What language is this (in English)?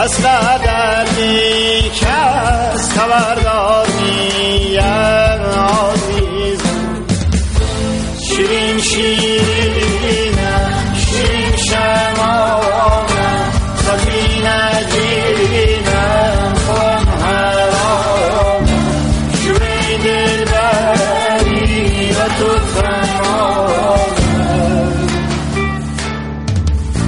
Turkish